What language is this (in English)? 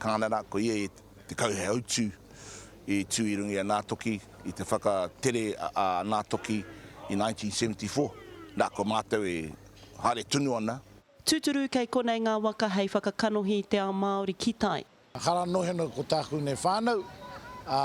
Māori